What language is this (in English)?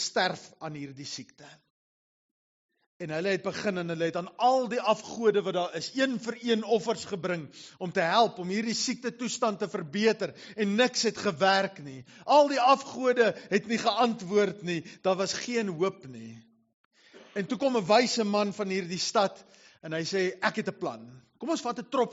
Afrikaans